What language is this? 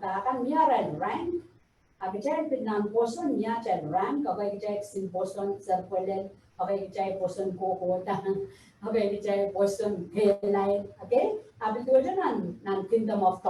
Pohnpeian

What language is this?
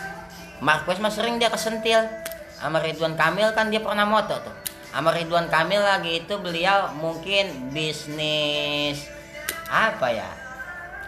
Betawi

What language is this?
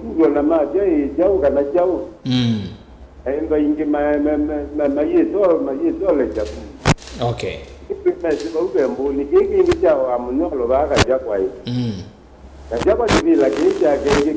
Kamba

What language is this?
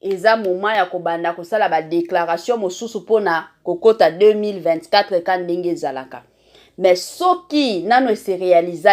Lingala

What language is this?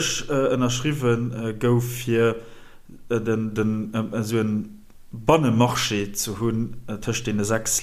Luxembourgish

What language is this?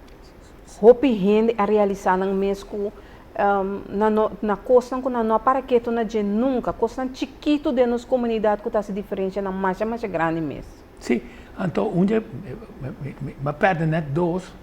Papiamento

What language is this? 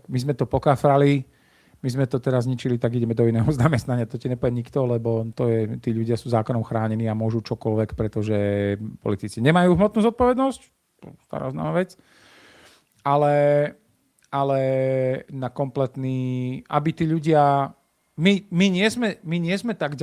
Slovak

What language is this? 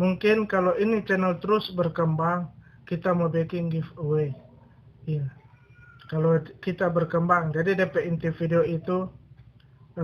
Manado Malay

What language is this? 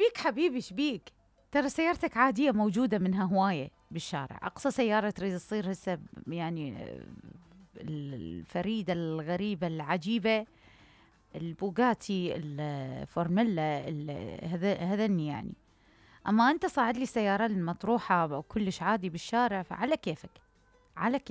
Mesopotamian Arabic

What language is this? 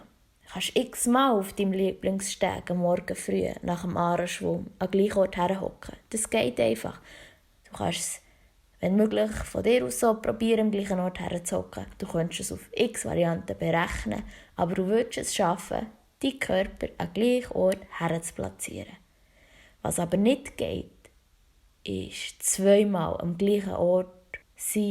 Swiss German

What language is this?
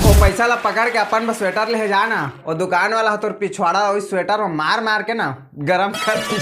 Chhattisgarhi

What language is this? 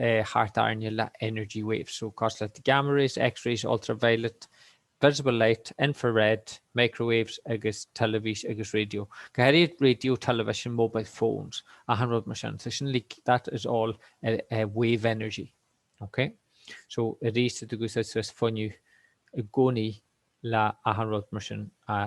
Irish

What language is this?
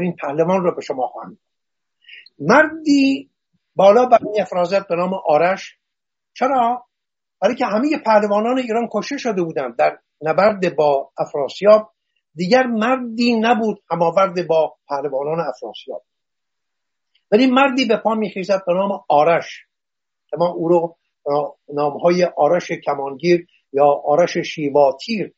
Persian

